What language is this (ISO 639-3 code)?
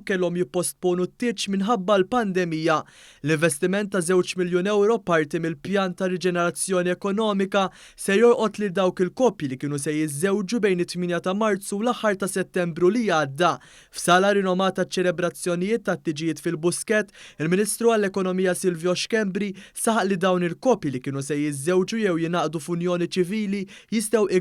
mlt